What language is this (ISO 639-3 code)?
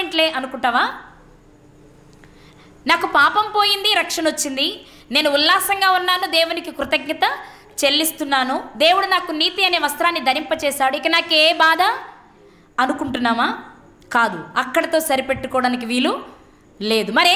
tel